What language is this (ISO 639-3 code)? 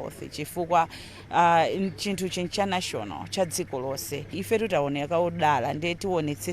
nya